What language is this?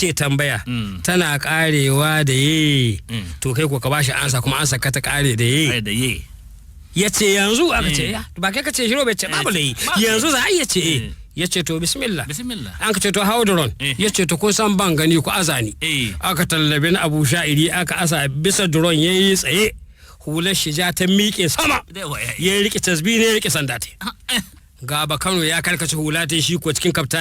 Hausa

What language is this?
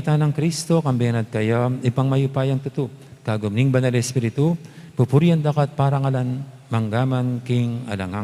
Pampanga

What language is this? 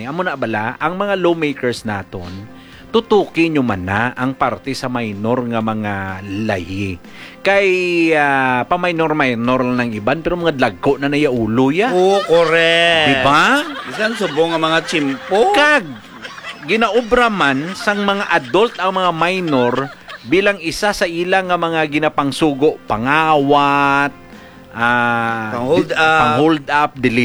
Hiligaynon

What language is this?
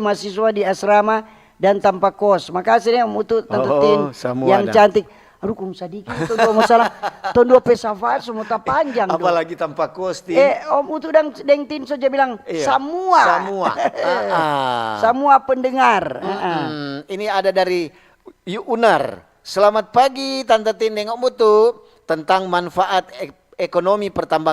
Manado Malay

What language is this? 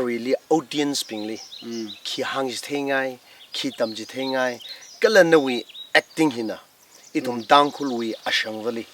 Tangkhul Naga (India)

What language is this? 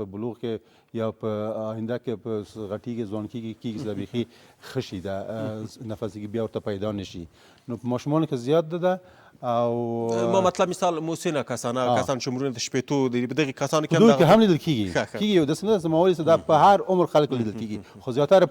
Pashto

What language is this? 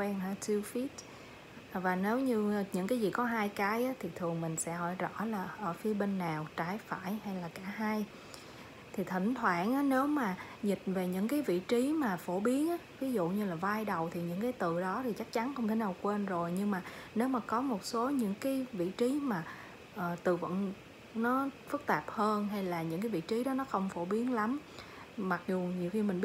Vietnamese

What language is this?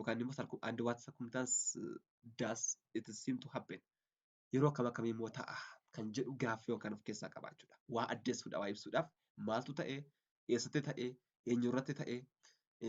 Oromo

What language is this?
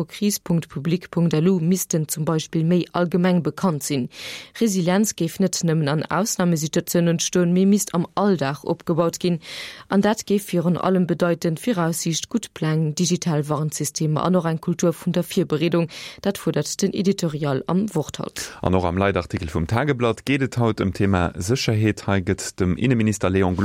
Luxembourgish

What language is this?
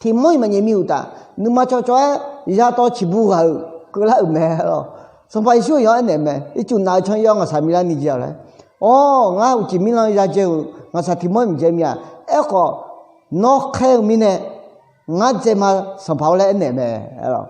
Akha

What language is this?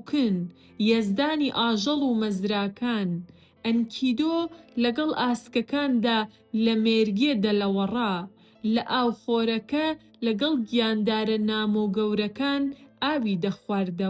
Central Kurdish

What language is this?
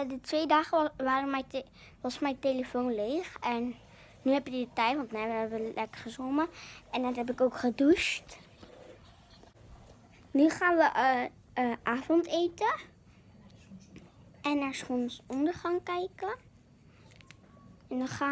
Dutch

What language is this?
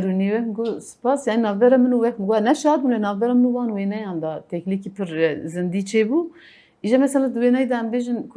Kurdish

